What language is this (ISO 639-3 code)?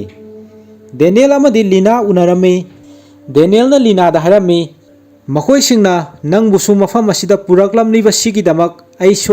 mni